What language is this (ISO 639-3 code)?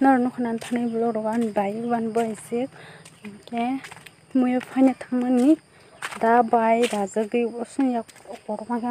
trp